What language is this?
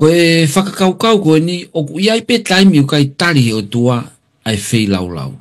Tongan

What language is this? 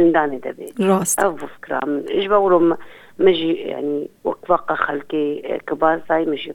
Kurdish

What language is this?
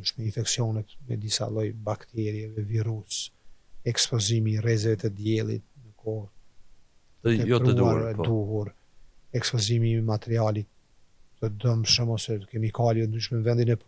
Albanian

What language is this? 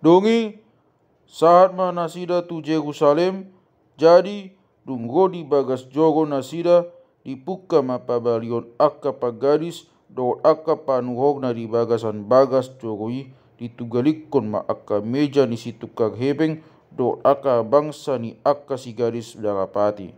Batak Toba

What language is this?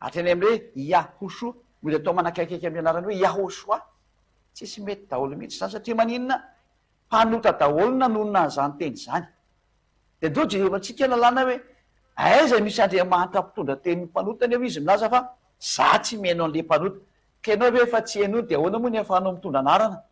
Malagasy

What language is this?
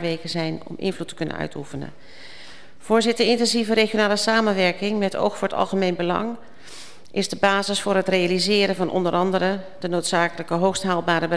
Dutch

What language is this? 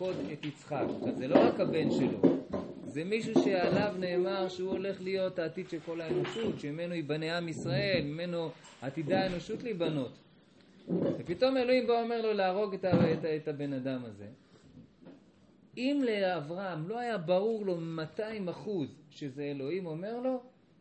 Hebrew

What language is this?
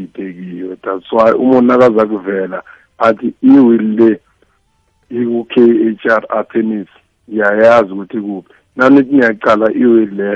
South Ndebele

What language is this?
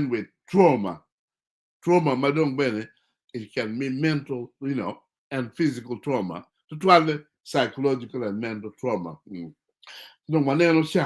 Acoli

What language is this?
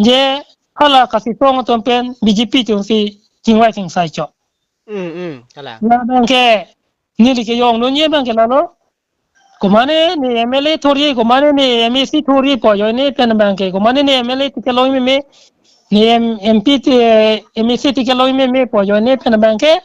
Karbi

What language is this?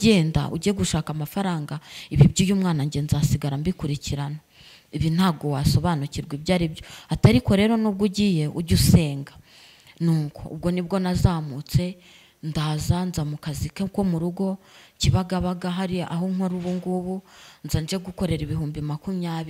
Kinyarwanda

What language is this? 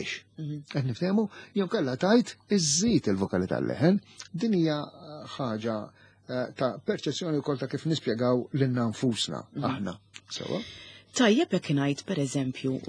Maltese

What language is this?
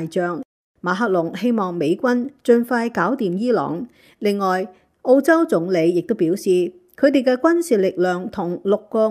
Cantonese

